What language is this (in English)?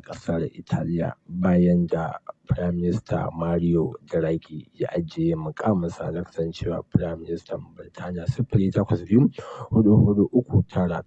Hausa